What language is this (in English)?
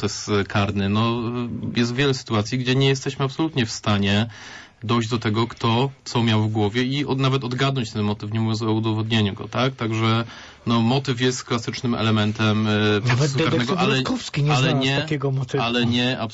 Polish